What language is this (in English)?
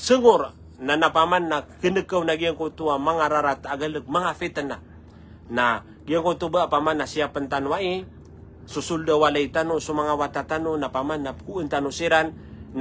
Maranao